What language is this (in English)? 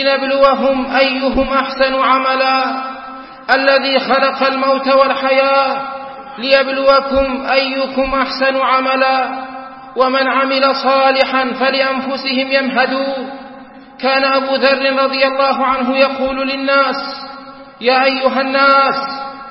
Arabic